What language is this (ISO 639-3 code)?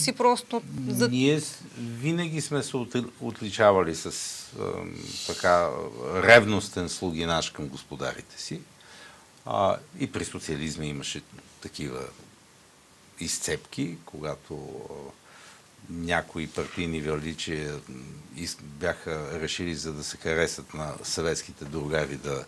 bul